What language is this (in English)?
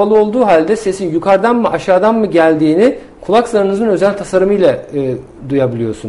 Turkish